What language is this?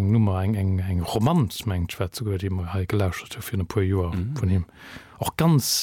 Luxembourgish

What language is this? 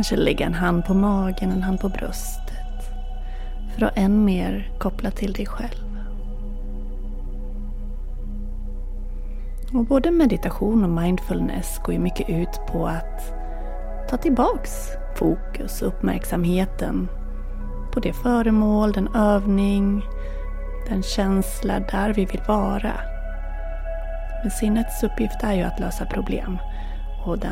Swedish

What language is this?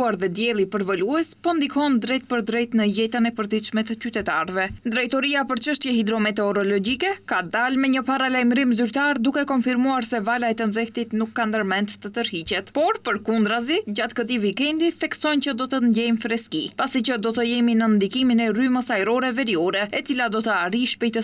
Albanian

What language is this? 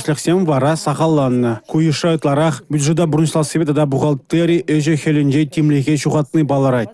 Chuvash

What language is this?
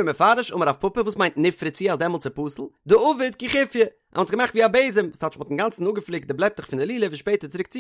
Yiddish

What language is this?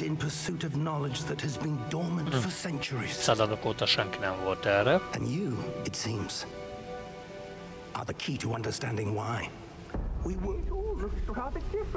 Hungarian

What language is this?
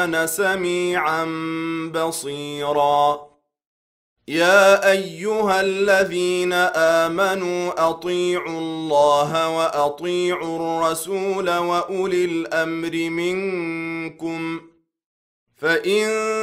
Arabic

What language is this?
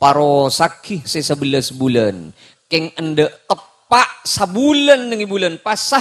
Madurese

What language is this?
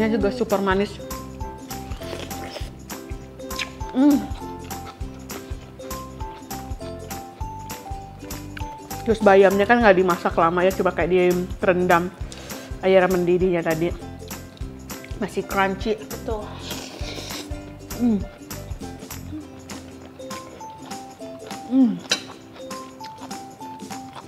Indonesian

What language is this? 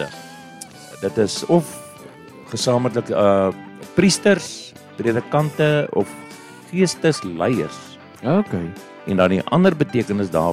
Afrikaans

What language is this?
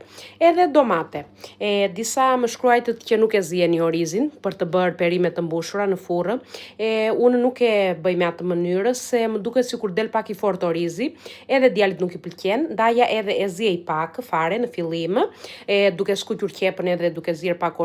Albanian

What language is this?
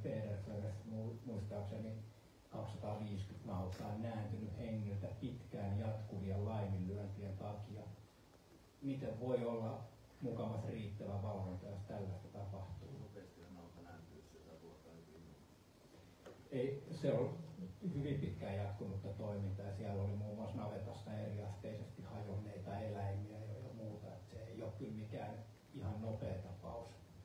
Finnish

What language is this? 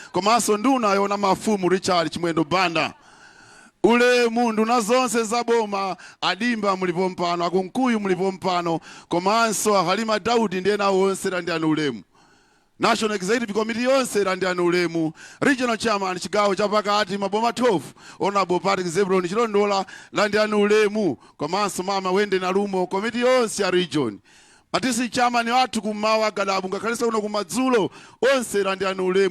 Nyanja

